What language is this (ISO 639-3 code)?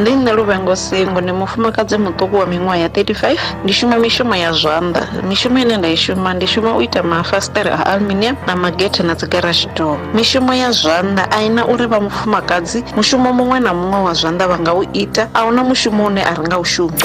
ven